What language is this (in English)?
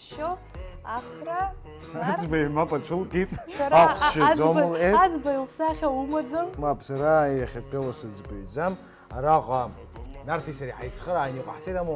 Abkhazian